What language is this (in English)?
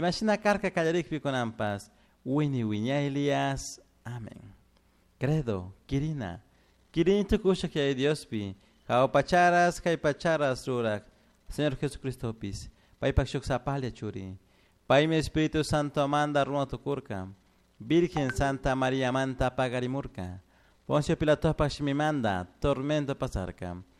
Chimborazo Highland Quichua